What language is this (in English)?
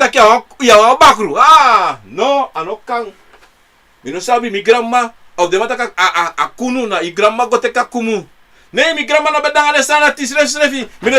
Sranan Tongo